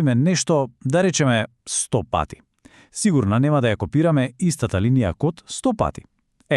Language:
Macedonian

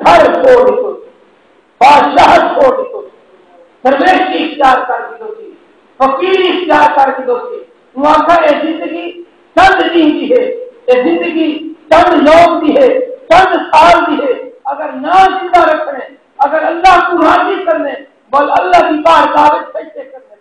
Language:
Saraiki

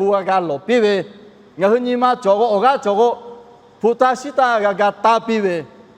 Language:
Lahu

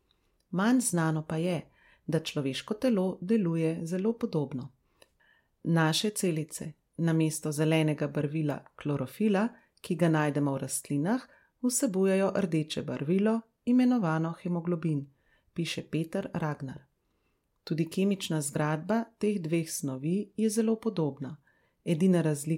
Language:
Slovenian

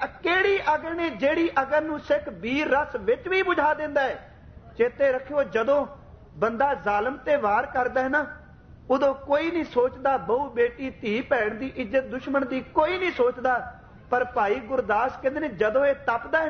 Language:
Punjabi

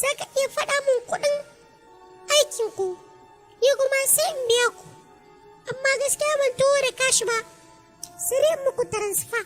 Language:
Hausa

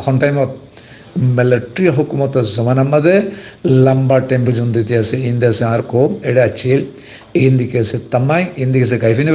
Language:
Rohingya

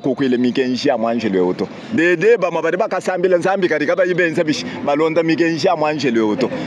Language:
Luba-Lulua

